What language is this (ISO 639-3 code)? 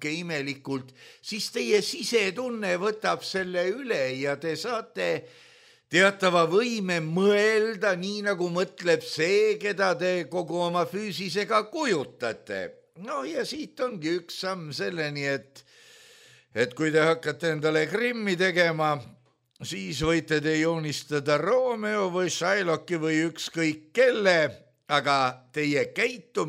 est